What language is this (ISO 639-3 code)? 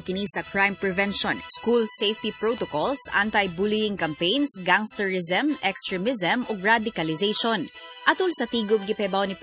ceb